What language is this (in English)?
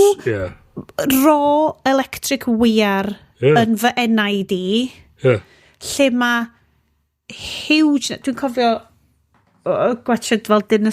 Welsh